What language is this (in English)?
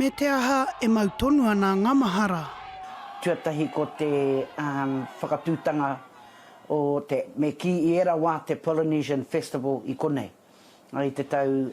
Māori